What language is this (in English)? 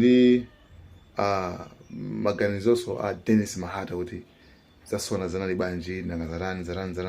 Nyanja